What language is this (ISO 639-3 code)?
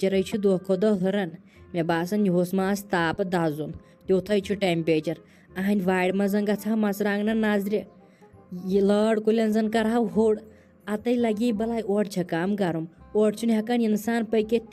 kas